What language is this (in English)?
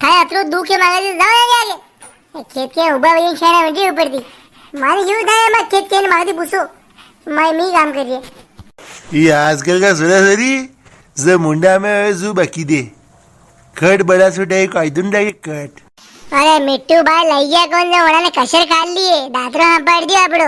Rajasthani